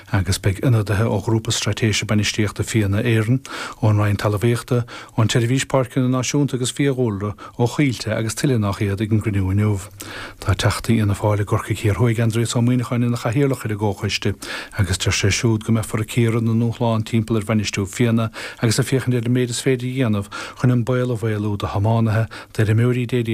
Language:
Irish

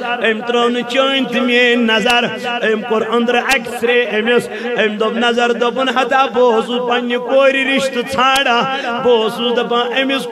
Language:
Kashmiri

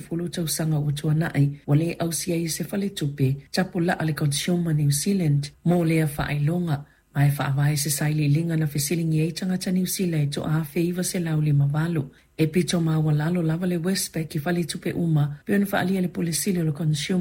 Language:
Samoan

